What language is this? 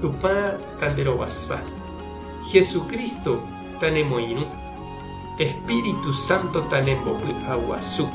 Guarani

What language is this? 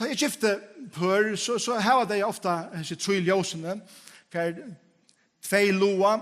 Faroese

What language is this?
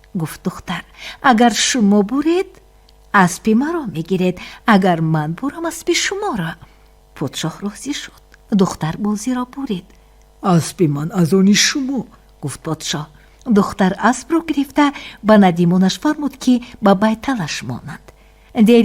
Tajik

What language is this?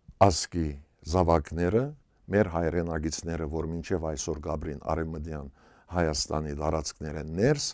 Western Armenian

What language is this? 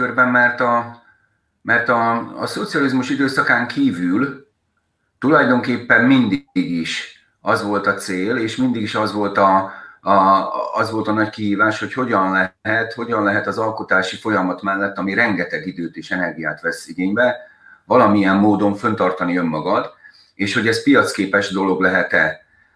Hungarian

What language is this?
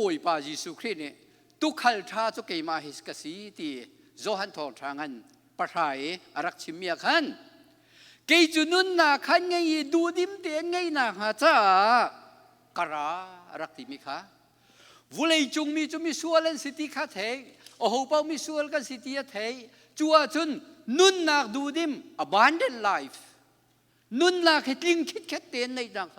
Hakha Chin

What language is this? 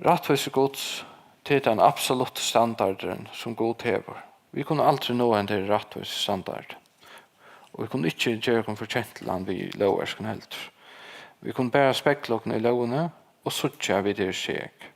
Faroese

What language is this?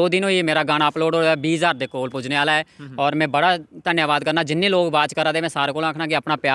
Dogri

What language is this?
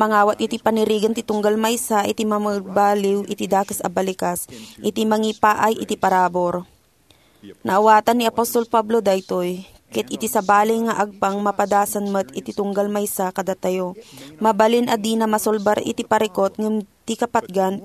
Iloko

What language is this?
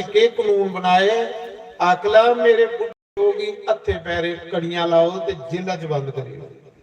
Dogri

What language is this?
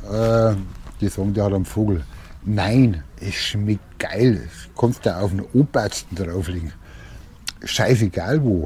Bavarian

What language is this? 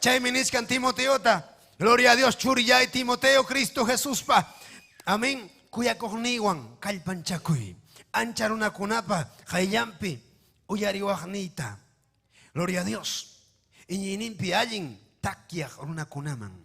Ayacucho Quechua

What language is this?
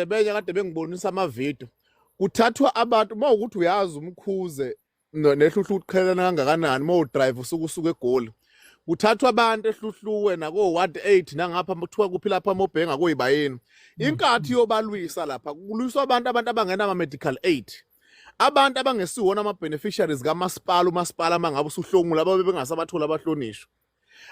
Zulu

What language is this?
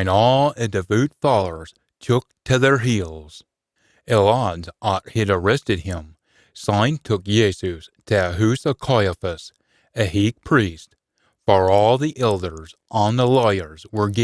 Scots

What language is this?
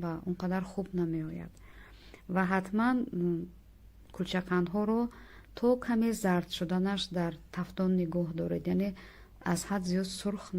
Tajik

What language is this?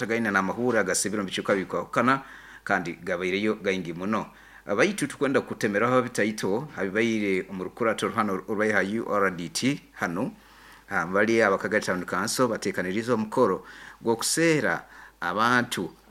Nyoro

